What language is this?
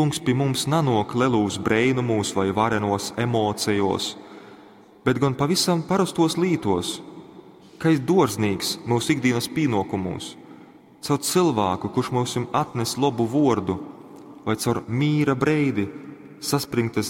Latgalian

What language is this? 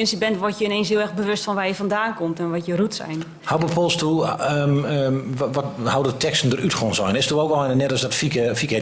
Gronings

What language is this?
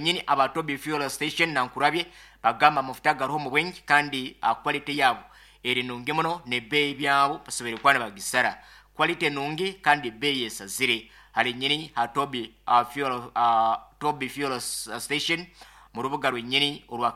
Nyankole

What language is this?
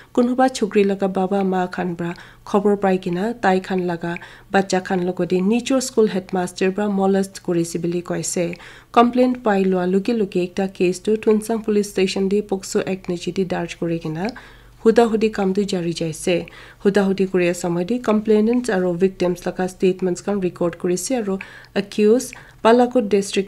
Naga Pidgin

